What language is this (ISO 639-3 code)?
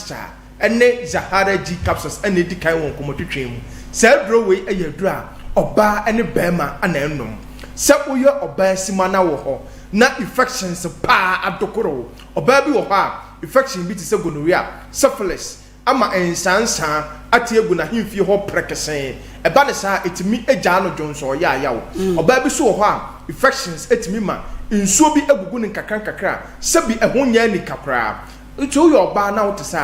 aka